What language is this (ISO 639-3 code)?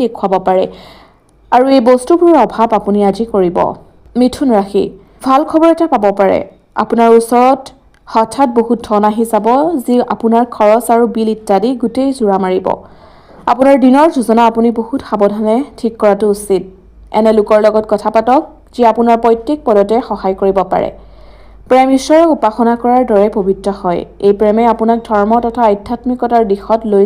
asm